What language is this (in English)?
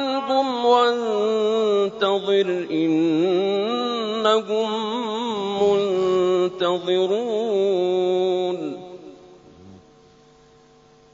Arabic